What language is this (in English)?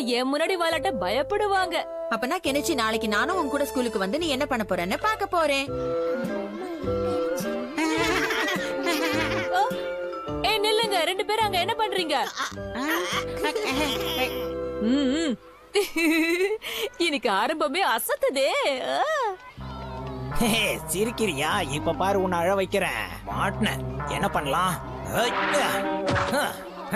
Tamil